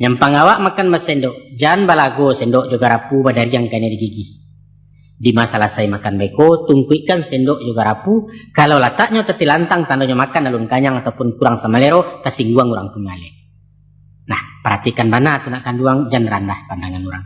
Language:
Minangkabau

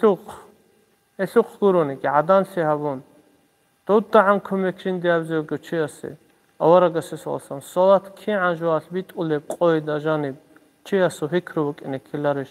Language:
Avaric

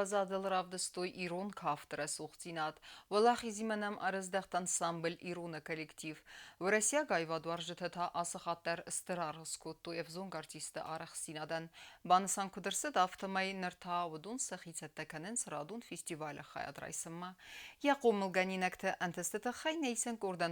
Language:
Ossetic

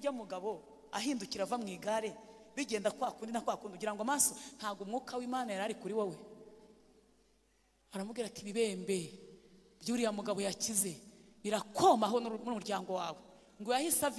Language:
Kinyarwanda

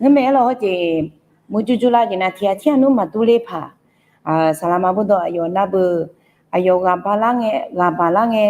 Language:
Akha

